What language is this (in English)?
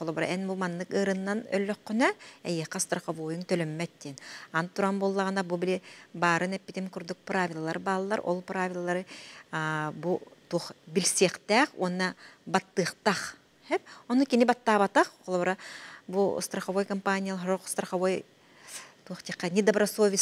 Yakut